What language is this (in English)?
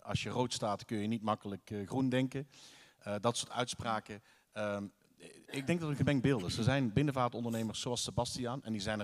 Dutch